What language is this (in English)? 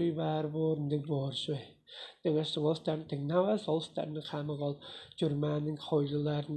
Tuvinian